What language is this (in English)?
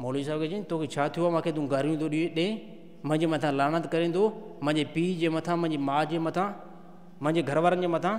Sindhi